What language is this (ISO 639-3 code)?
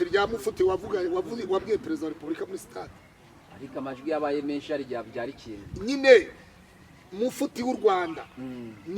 kin